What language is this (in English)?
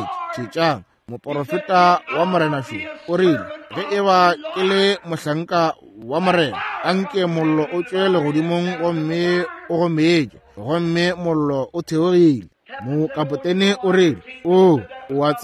Northern Sotho